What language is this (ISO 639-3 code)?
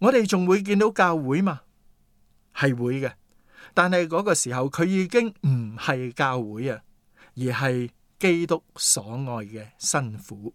yue